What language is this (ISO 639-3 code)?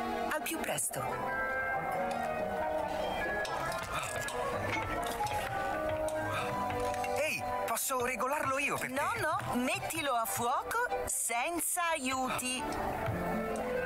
ita